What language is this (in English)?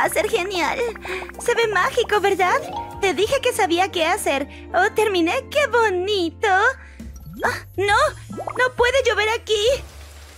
Spanish